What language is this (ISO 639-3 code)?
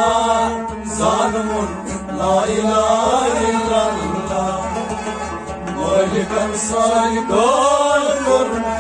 kas